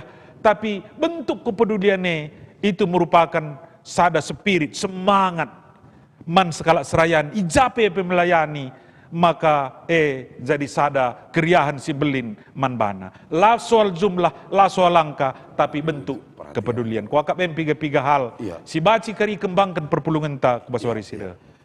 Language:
Batak Karo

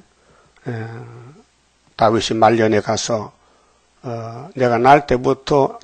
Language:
Korean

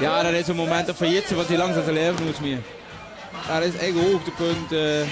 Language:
Limburgish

